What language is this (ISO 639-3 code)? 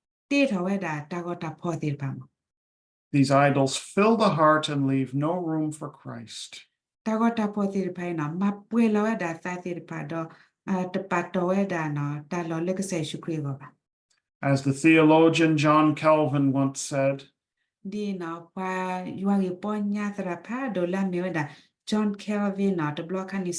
ksw